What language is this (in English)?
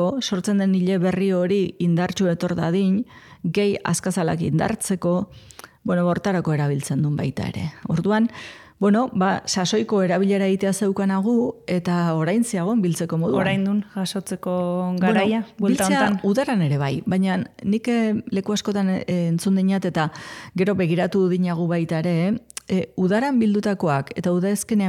Basque